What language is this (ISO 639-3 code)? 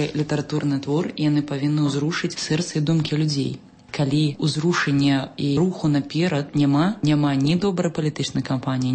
bel